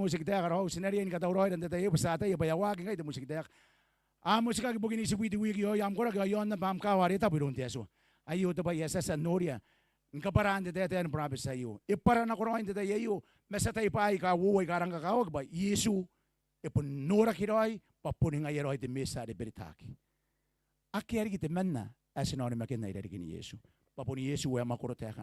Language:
Gilbertese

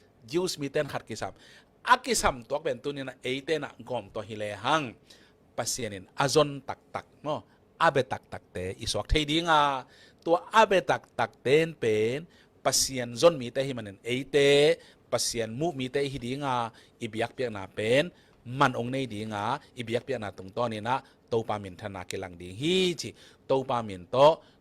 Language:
Tedim Chin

